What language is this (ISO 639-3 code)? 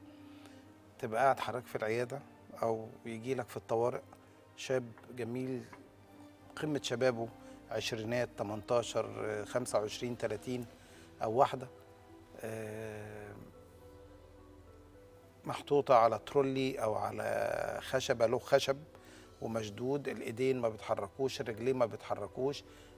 arz